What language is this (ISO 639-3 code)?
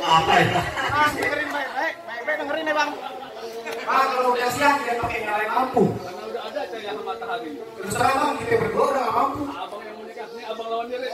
bew